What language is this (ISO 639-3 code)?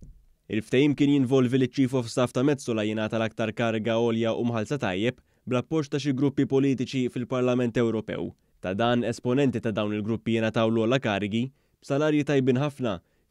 mlt